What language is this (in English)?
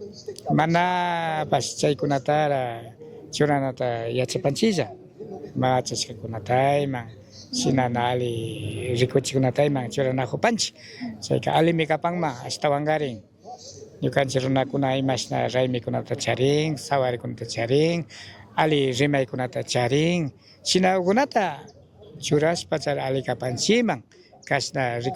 Chimborazo Highland Quichua